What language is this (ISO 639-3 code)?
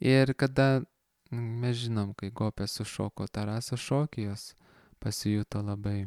lit